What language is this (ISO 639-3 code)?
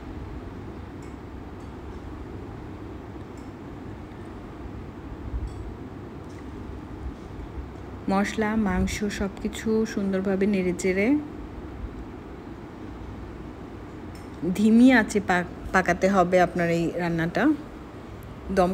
ben